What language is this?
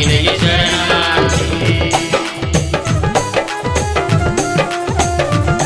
Kannada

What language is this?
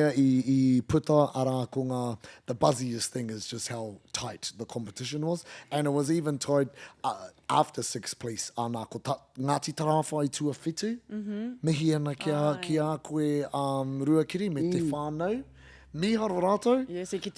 Māori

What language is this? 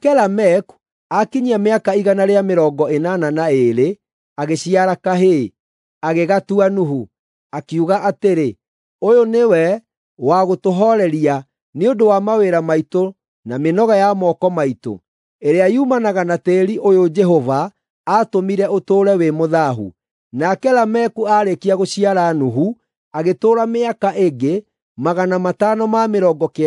Kikuyu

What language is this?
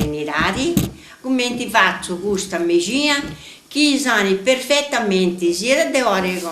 Sardinian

